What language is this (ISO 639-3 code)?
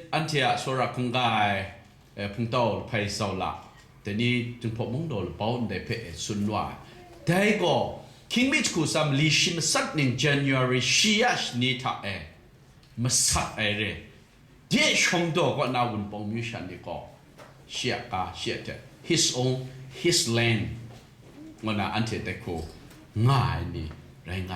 kac